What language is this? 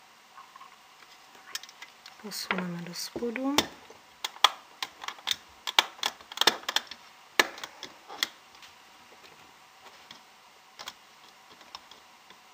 Czech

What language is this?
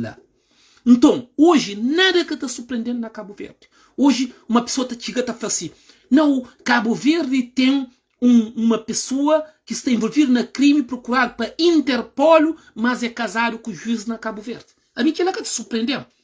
Kabuverdianu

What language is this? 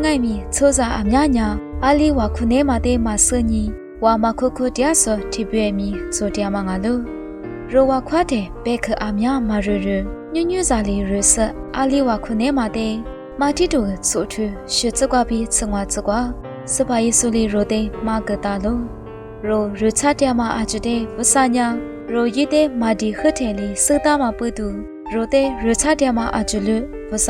Lisu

